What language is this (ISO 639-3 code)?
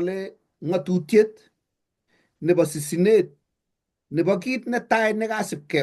kln